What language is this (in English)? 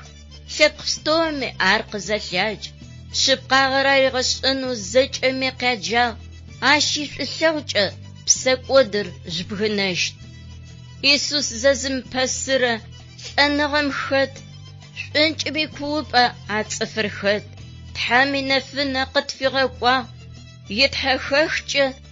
Adyghe